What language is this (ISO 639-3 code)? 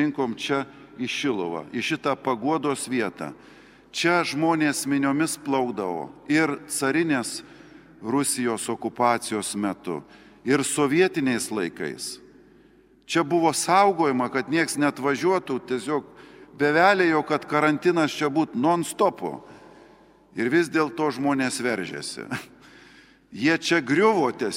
lit